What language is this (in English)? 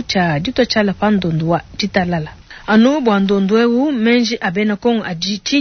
Luba-Lulua